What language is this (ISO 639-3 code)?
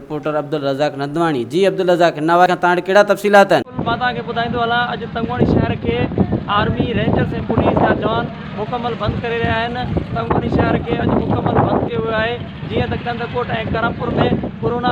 snd